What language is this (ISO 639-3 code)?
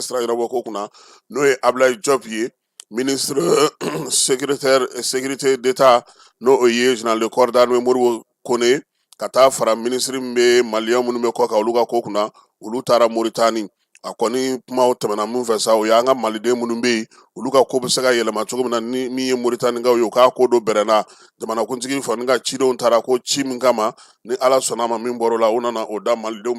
bam